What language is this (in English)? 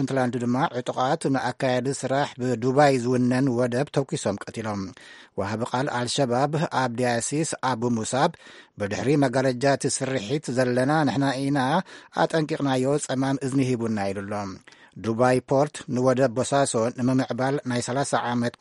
Tigrinya